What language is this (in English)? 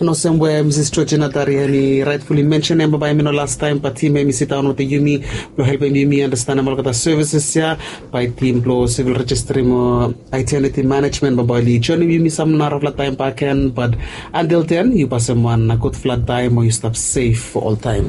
Bislama